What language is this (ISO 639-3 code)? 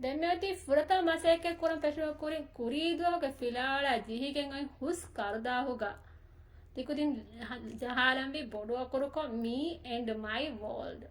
div